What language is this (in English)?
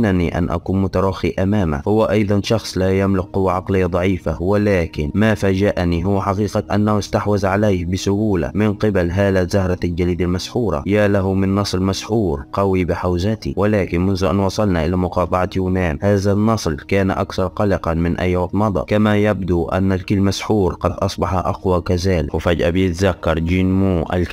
Arabic